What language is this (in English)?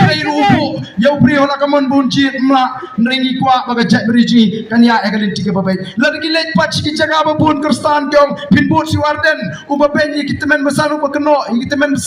Khasi